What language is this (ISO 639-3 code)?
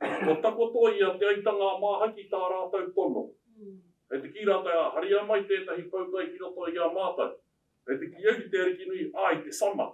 mri